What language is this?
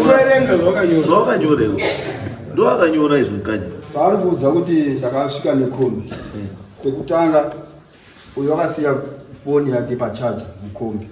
Shona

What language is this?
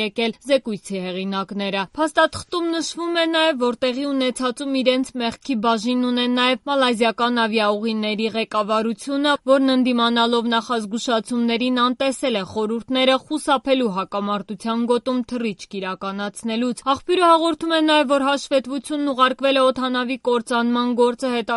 Armenian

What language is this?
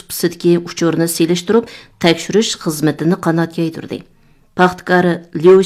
Uyghur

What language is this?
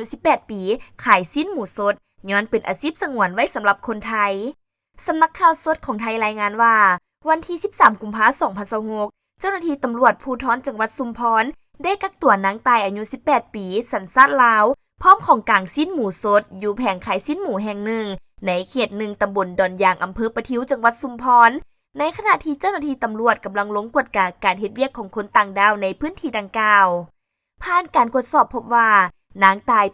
Lao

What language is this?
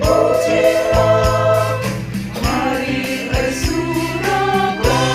Batak Karo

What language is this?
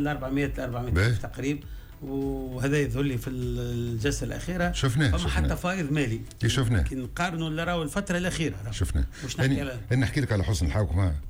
Tunisian Arabic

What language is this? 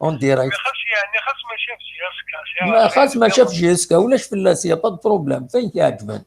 Kabyle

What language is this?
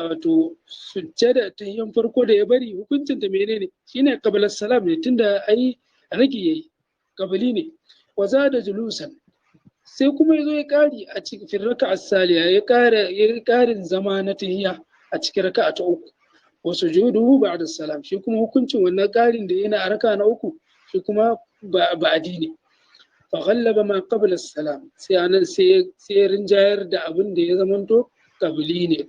Hausa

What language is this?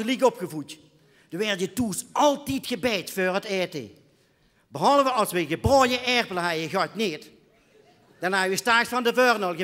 Limburgish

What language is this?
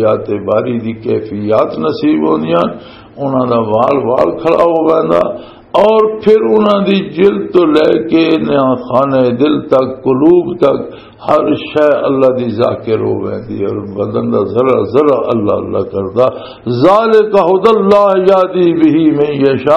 Western Panjabi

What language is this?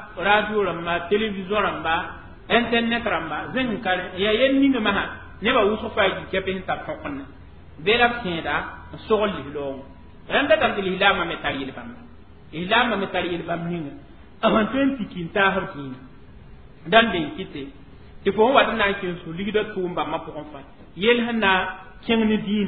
Mossi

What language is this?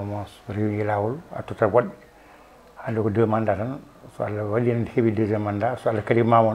Fula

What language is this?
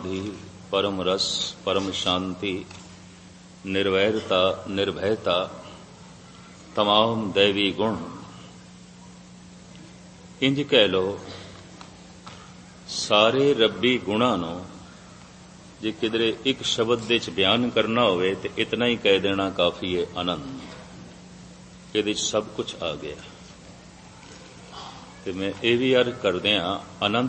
Punjabi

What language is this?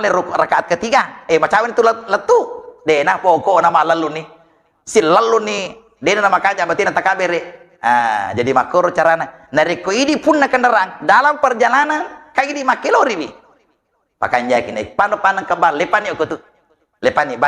Buginese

